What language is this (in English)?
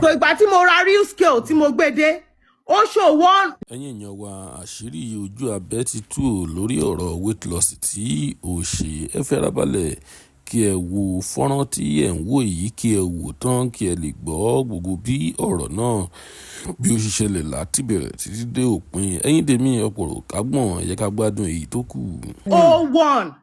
Yoruba